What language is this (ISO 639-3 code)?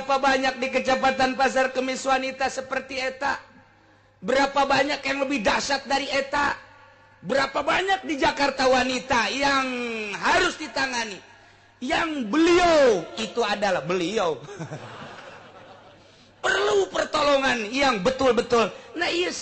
sun